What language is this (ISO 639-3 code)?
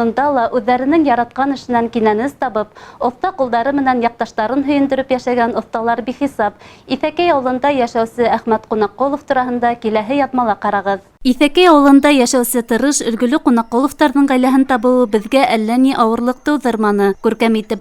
bak